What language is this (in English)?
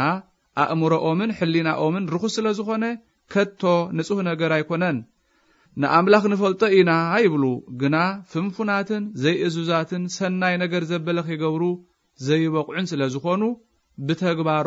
Tigrinya